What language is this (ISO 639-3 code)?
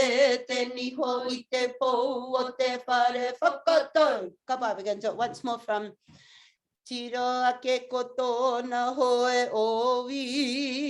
mri